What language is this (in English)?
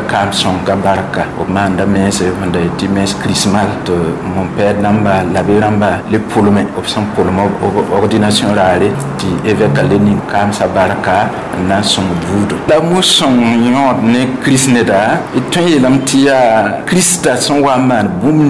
Mossi